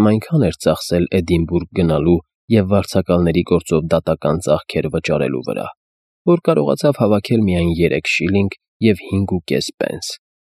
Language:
Armenian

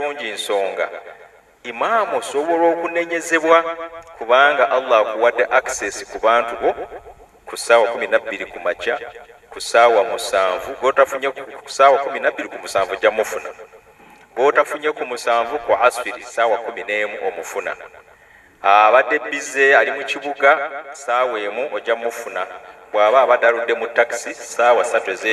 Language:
Ganda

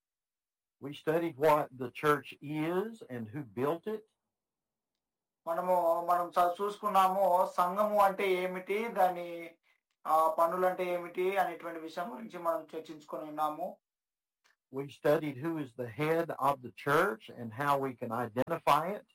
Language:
Telugu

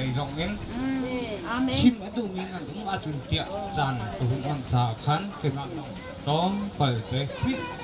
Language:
Hakha Chin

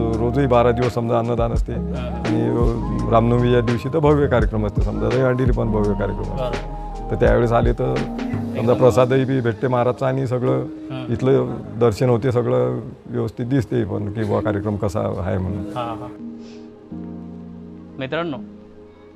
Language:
Marathi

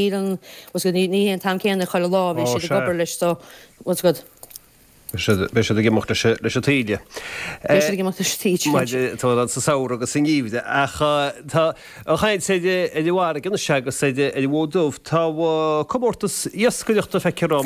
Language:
Irish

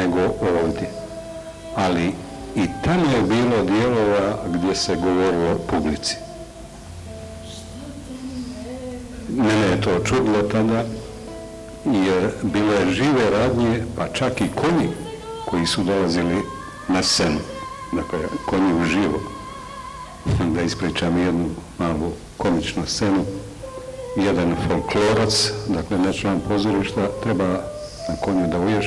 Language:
Bosnian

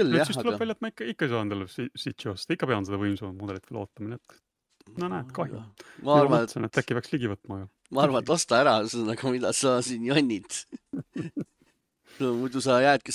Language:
Estonian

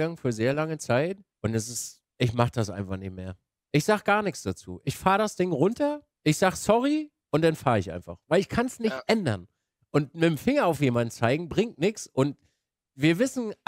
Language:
German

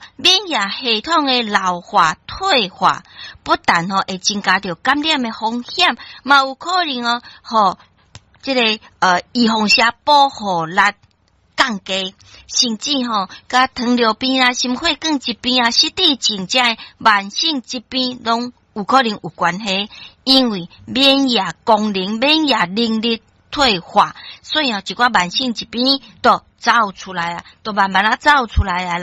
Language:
Min Nan Chinese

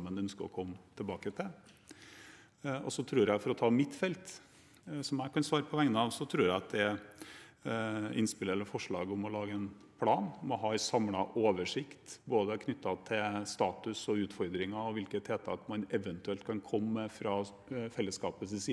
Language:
Norwegian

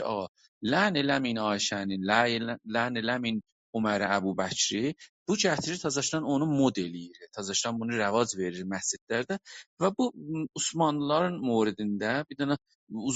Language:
South Azerbaijani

